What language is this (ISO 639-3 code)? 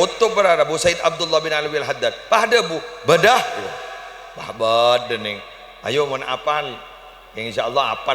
mad